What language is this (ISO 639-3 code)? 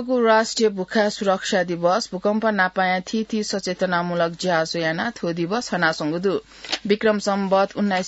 new